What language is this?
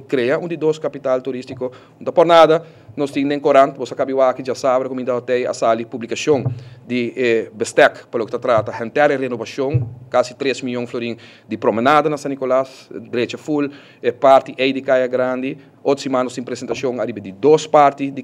Papiamento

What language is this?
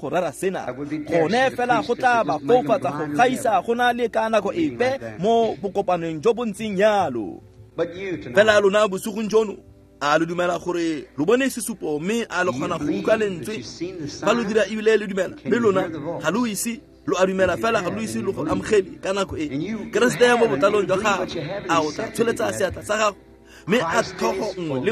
Tswana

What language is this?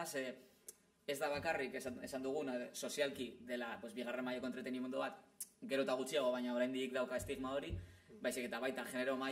Basque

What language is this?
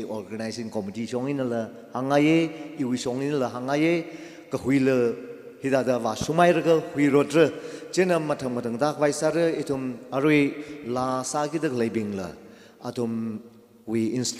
Tangkhul Naga (India)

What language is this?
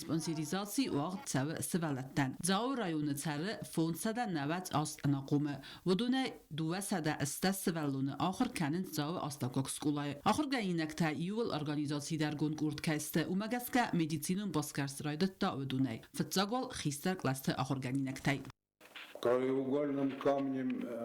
Ossetic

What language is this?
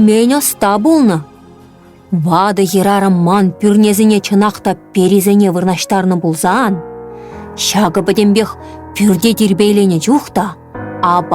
Chuvash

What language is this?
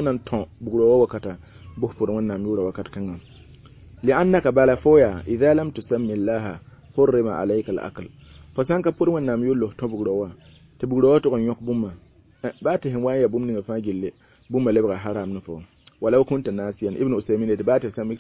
Mossi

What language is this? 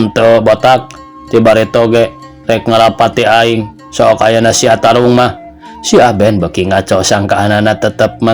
Sundanese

